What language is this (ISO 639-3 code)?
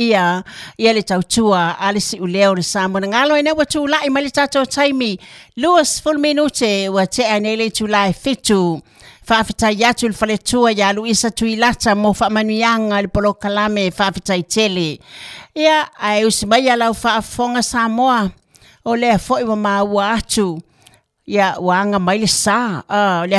smo